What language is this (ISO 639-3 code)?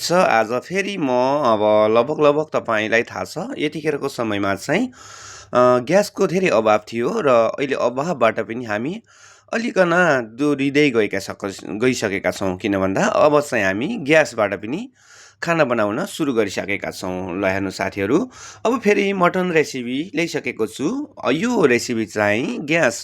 nep